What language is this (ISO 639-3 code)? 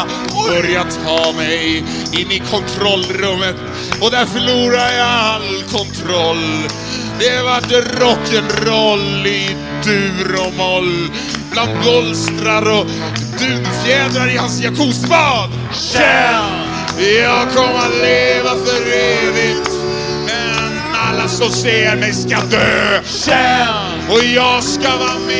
swe